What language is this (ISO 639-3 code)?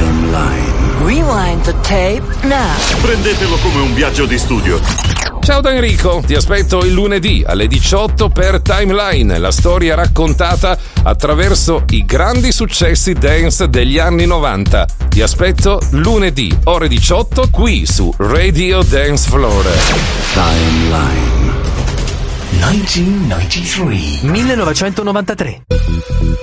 ita